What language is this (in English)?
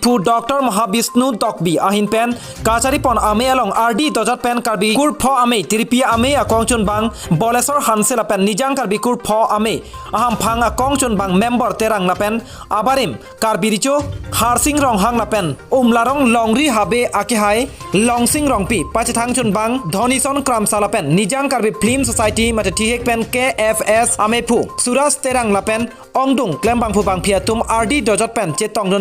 Karbi